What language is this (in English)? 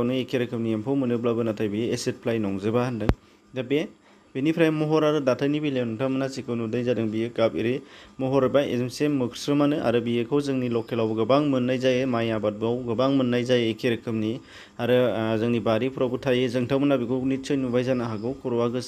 Bodo